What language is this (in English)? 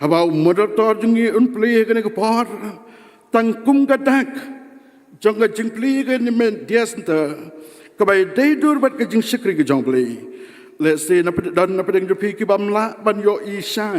Khasi